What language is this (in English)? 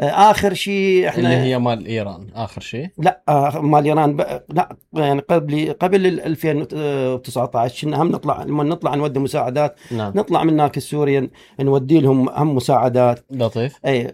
Mesopotamian Arabic